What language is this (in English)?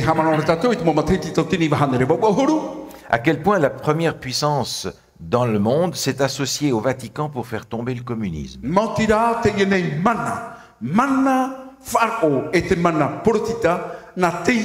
Tahitian